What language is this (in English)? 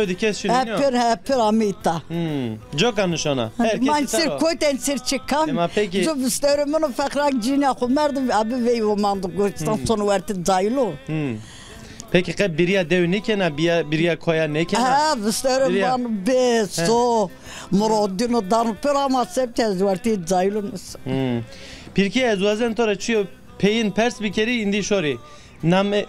Zaza